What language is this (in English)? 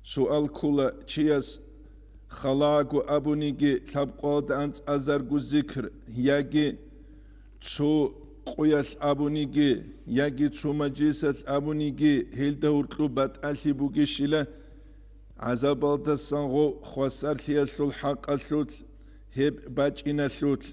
Avaric